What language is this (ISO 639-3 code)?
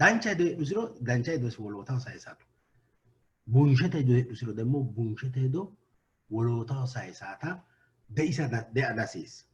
sid